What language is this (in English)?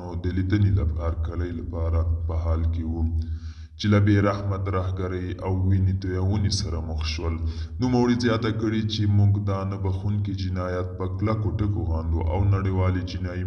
Pashto